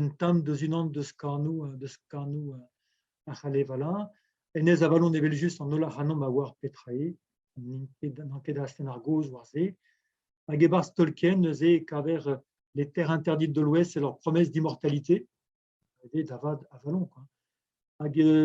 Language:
Breton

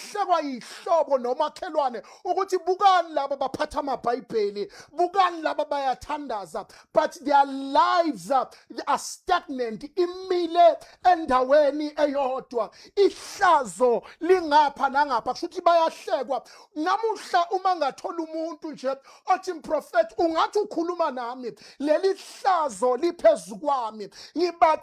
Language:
Zulu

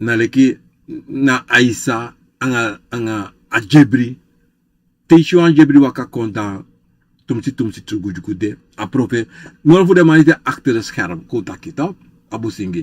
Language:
Sranan Tongo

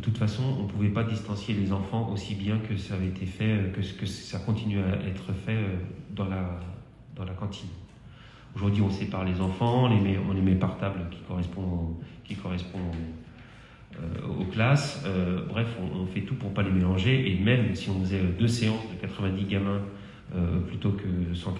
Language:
French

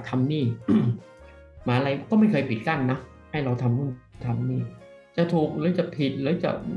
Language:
Thai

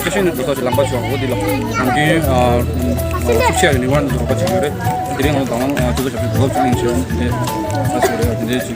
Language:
Tibetan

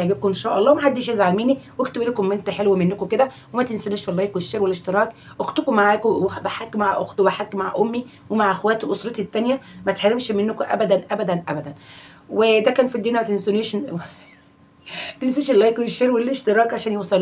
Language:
Egyptian Arabic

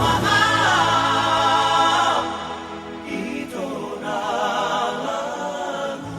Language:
Batak Toba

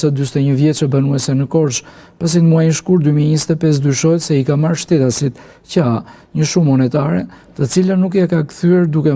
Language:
Albanian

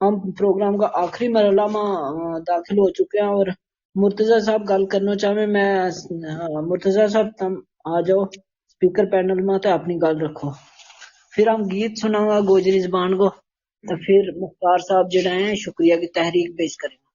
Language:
Gujari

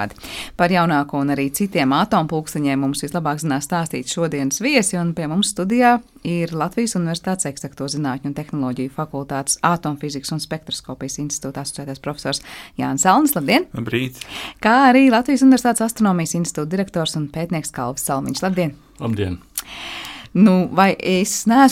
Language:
Latvian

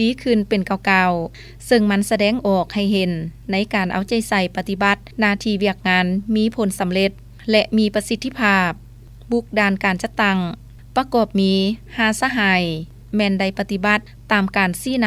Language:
Lao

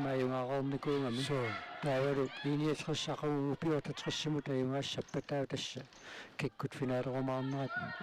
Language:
Kalaallisut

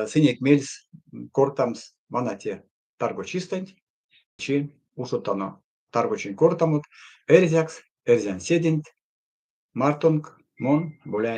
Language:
Erzya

